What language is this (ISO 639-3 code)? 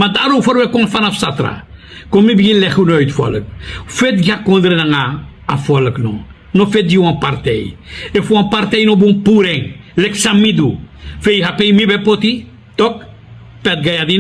srn